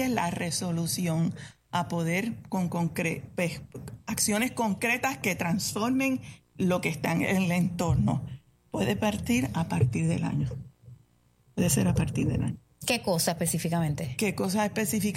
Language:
Spanish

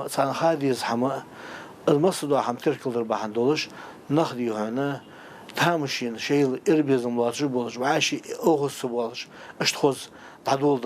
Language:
Ingush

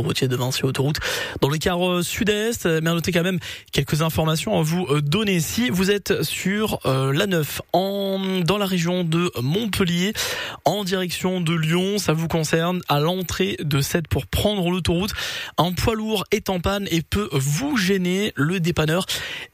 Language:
French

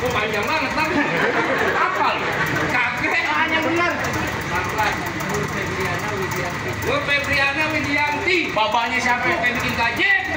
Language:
Betawi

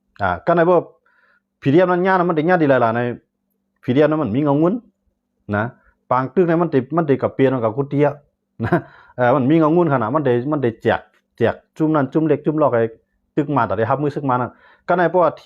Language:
Shan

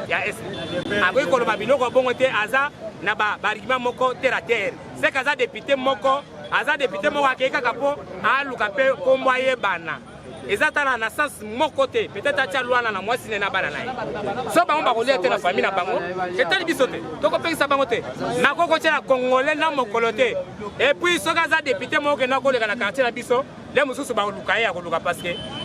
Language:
Lingala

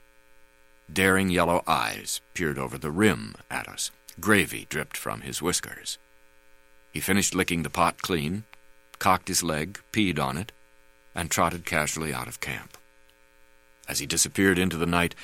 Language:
English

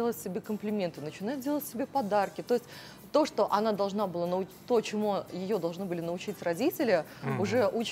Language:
Russian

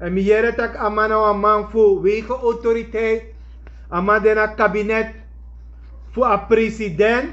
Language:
Sranan Tongo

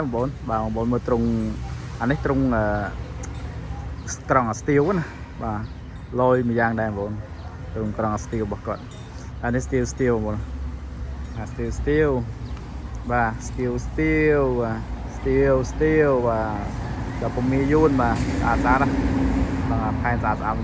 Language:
Khmer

